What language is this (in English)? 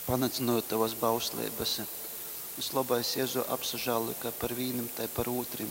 Latgalian